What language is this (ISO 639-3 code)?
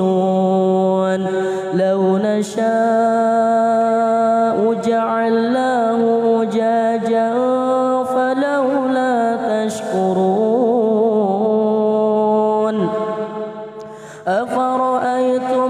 ara